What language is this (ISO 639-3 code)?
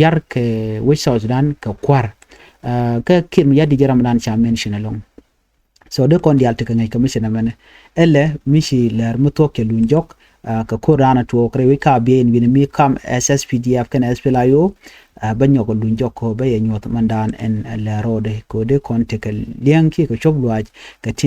nus